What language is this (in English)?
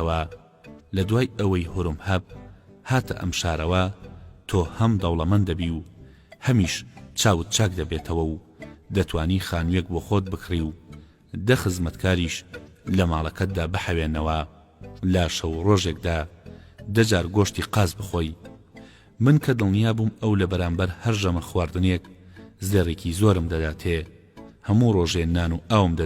Central Kurdish